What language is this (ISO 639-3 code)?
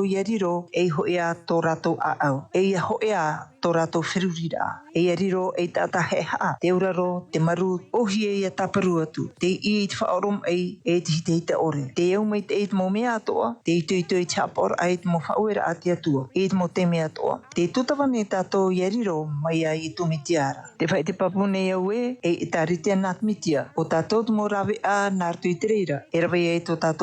tah